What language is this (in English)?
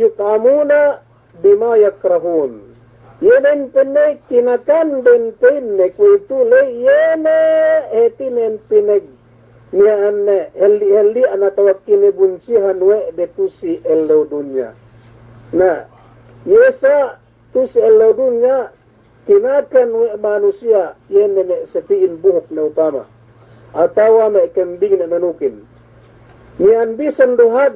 Yakan